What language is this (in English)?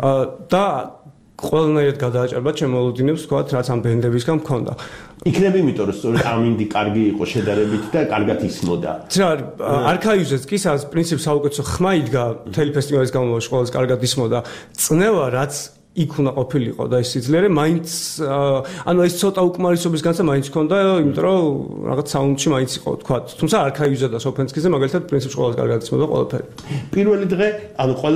Georgian